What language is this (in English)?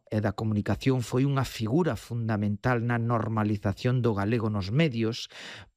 Galician